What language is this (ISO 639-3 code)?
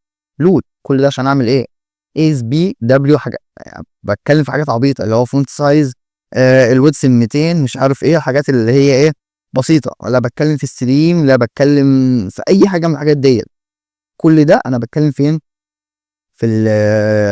arz